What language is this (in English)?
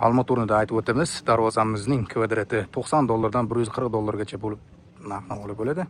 Uzbek